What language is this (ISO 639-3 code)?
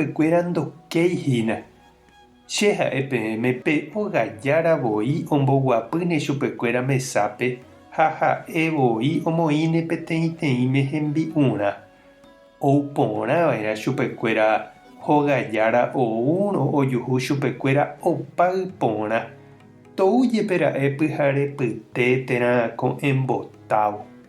grn